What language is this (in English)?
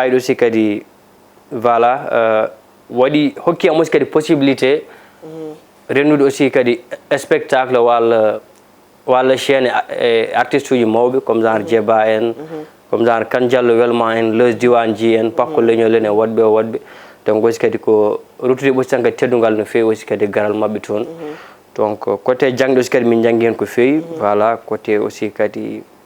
Fula